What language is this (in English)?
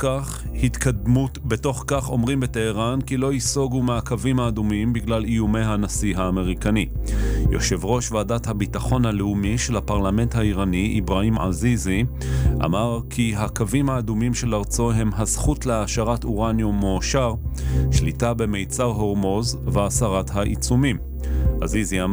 Hebrew